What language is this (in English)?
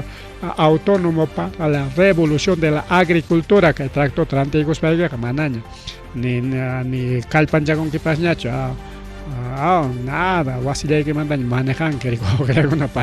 Ayacucho Quechua